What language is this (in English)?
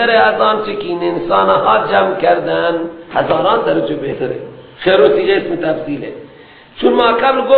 Persian